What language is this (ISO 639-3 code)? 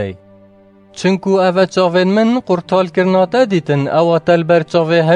kur